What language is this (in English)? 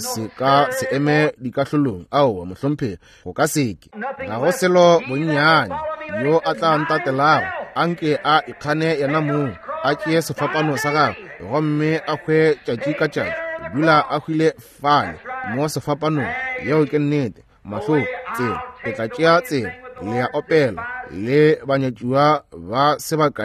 Northern Sotho